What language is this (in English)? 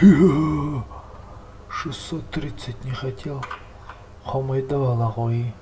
Yakut